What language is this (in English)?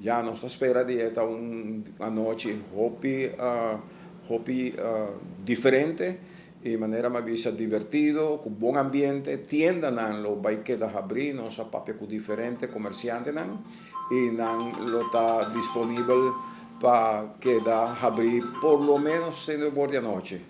Papiamento